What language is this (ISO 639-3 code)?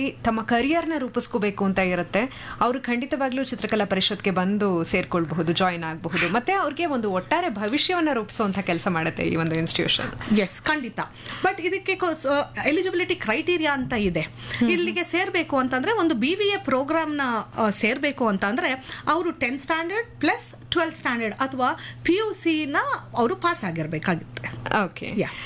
kan